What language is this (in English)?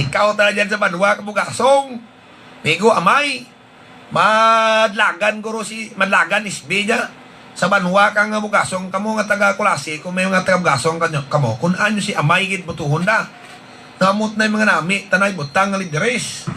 Hiligaynon